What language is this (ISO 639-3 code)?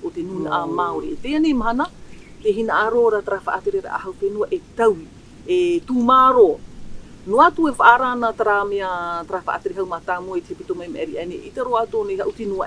tah